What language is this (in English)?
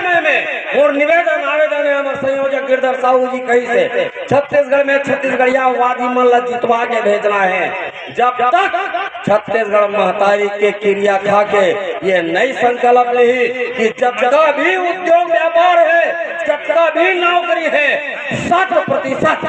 Chhattisgarhi